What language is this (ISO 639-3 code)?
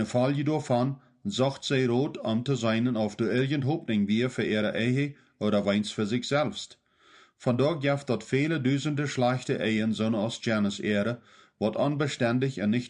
pdt